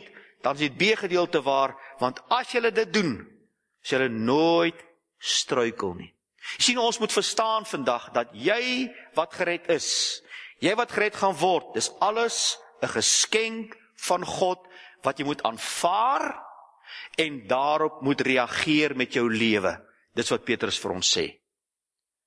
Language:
Afrikaans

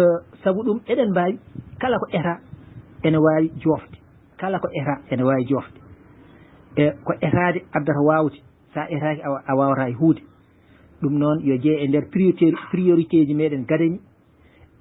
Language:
Fula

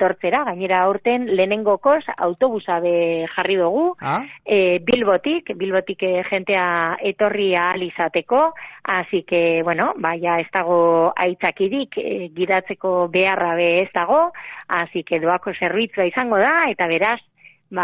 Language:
Basque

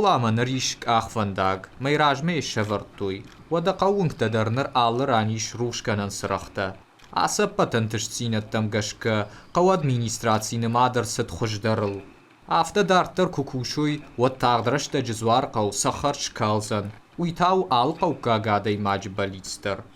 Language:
Ossetic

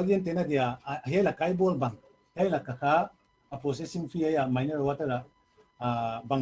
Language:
Paite Chin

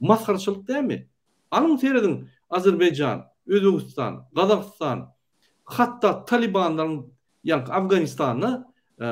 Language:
Turkmen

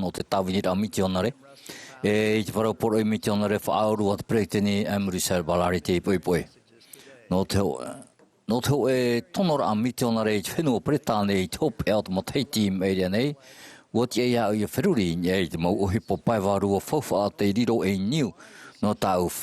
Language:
Tahitian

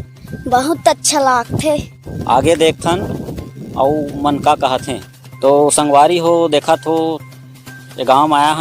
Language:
Chhattisgarhi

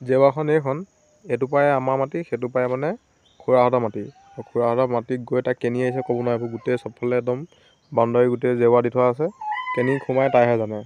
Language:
Assamese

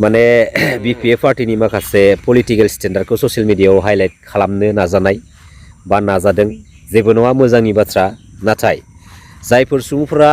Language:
Bodo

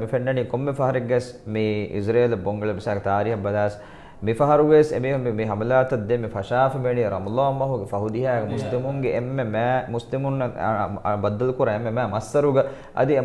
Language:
Divehi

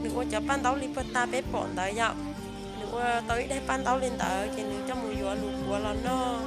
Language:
Hmong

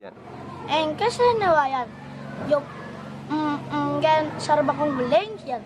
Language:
Balinese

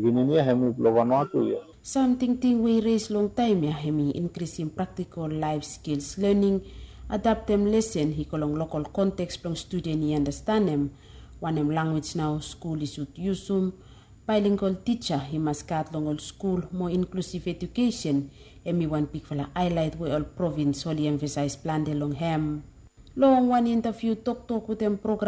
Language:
Bislama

